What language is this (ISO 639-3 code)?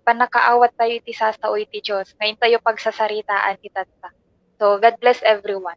ilo